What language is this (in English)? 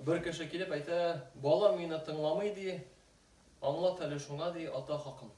Tatar